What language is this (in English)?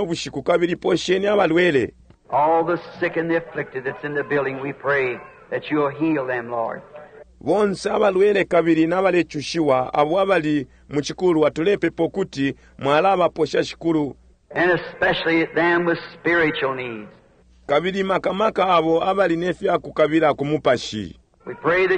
Bemba